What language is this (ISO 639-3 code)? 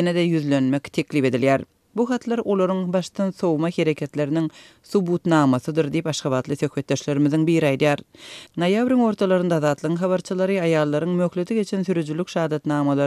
tuk